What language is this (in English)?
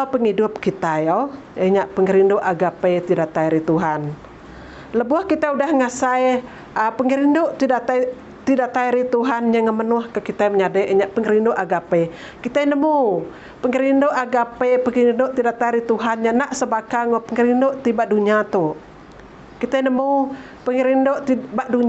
Iban